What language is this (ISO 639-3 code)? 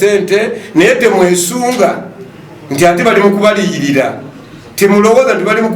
lug